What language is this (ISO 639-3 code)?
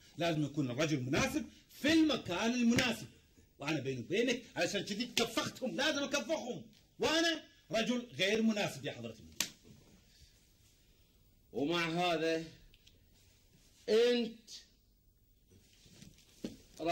afb